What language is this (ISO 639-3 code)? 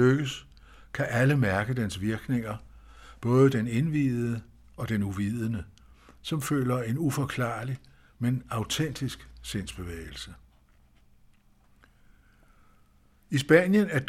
dan